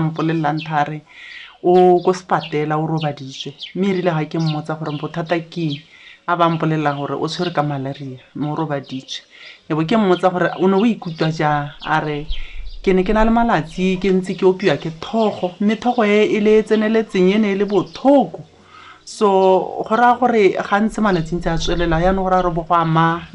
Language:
Tswana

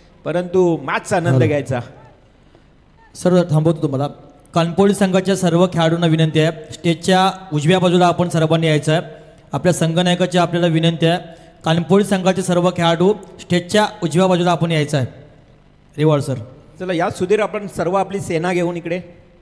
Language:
Marathi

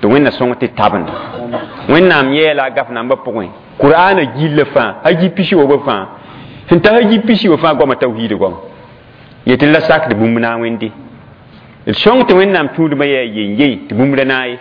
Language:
Mossi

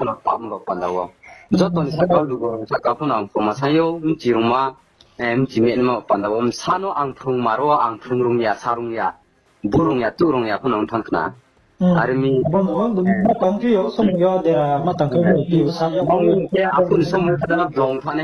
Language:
Riang (India)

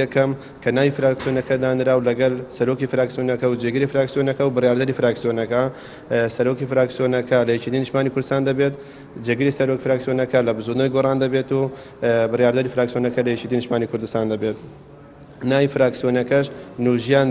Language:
Central Kurdish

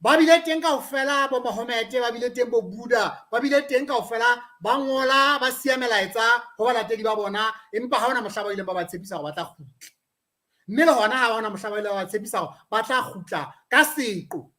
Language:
Southern Sotho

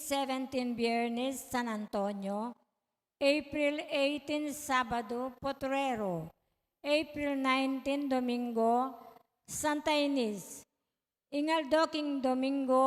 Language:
Pampanga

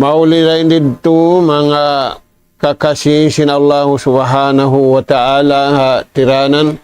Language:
Tausug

